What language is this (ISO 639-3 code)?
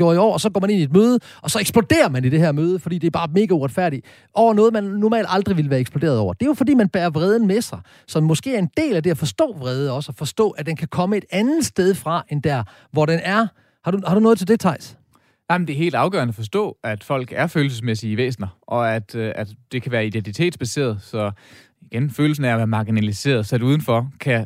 dan